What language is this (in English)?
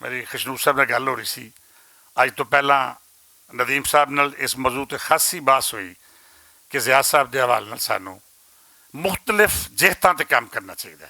Western Panjabi